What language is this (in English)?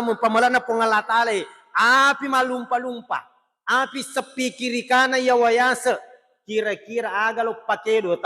Buginese